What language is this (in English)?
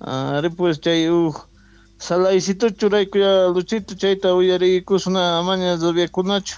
South Bolivian Quechua